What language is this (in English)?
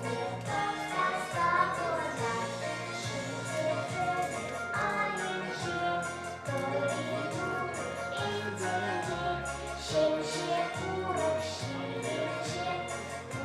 Chuvash